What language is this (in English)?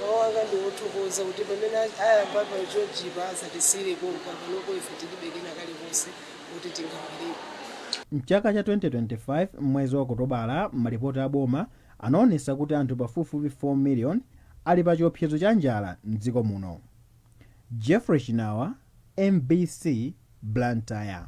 Nyanja